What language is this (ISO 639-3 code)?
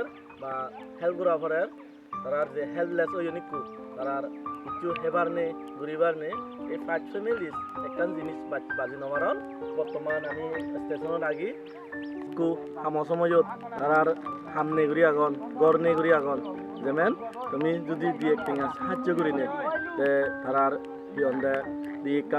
ccp